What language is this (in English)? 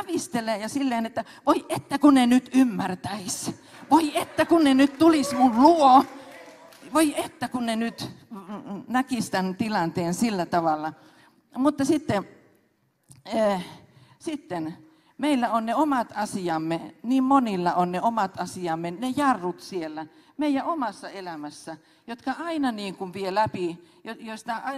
Finnish